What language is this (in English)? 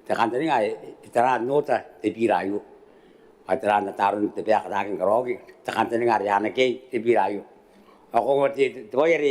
Gilbertese